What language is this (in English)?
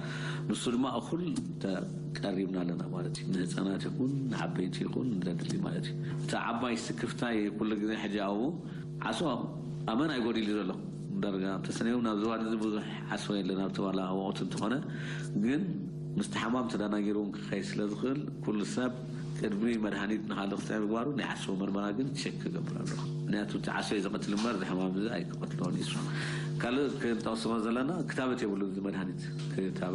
Tigrinya